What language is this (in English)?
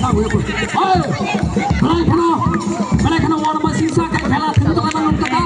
Kok Borok